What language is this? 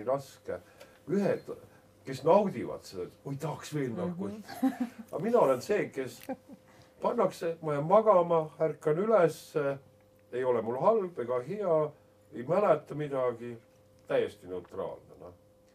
Estonian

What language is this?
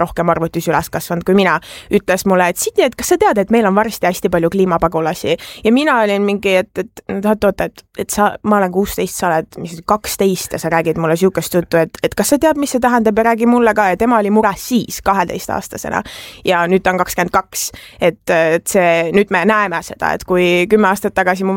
Estonian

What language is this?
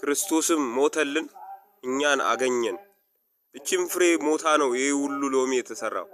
Amharic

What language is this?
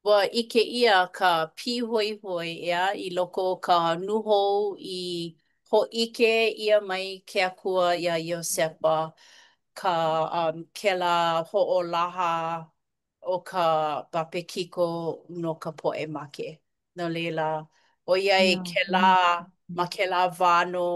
Hawaiian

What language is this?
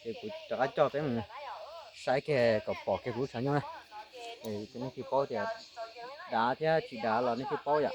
Hmong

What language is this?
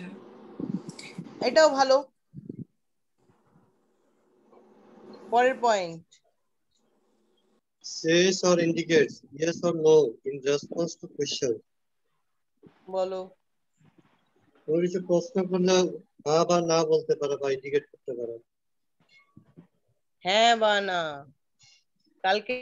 Bangla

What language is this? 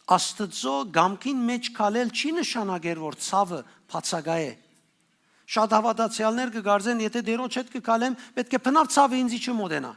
Western Armenian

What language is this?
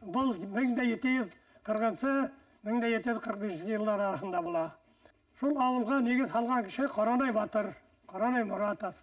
Bashkir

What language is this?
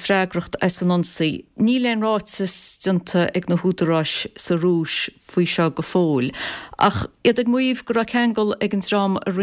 Irish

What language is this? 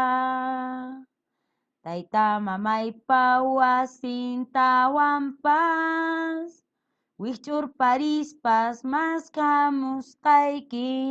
Quechua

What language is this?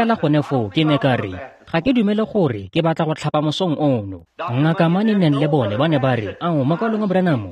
Tswana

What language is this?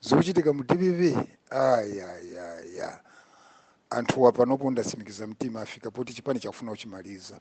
Nyanja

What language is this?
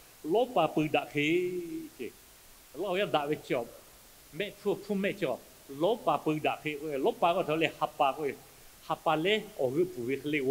Lahu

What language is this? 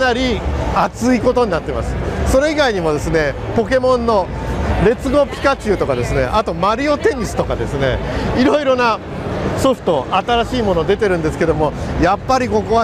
Japanese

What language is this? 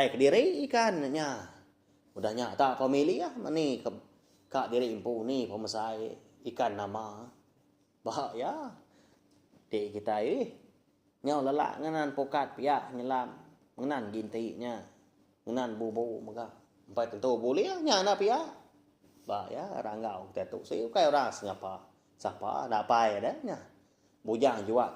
Iban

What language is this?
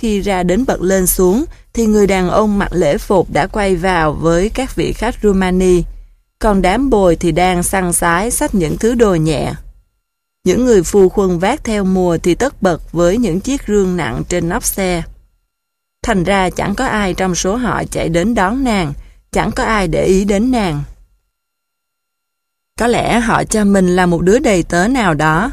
Vietnamese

